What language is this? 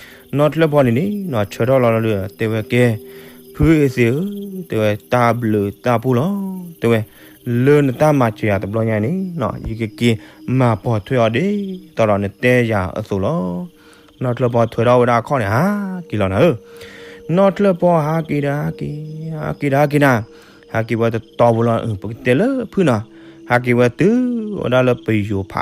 S'gaw Karen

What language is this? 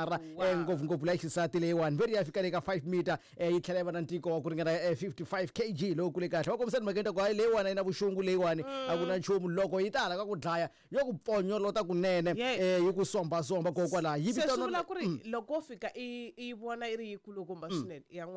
Tsonga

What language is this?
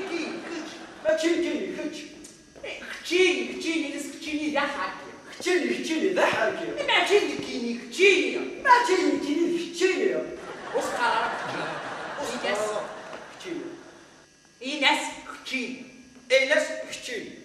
Kabyle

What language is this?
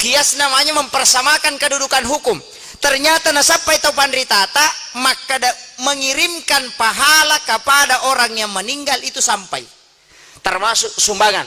Buginese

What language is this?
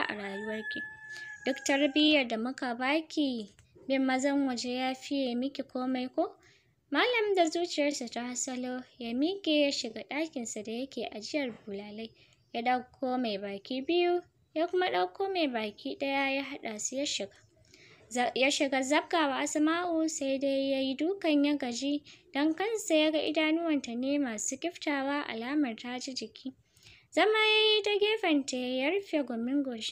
Hausa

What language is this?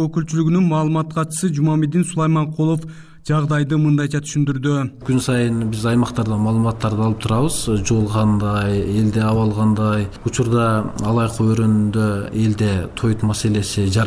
Kyrgyz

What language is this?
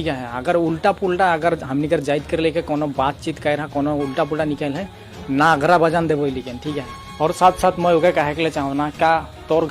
Sadri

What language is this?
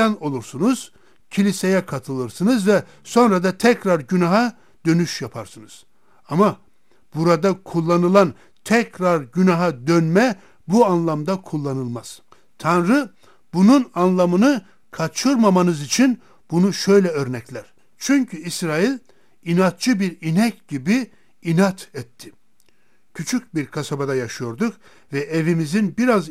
Turkish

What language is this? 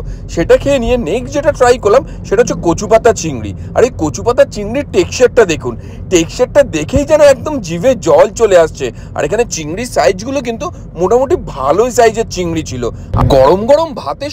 Bangla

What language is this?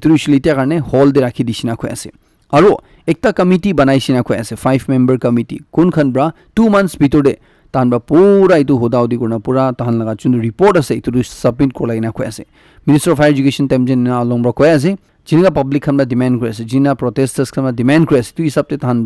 Naga Pidgin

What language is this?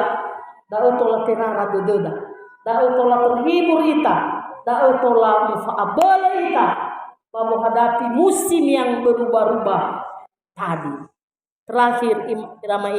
Nias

